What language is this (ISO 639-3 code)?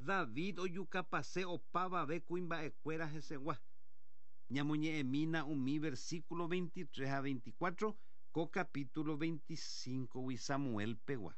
grn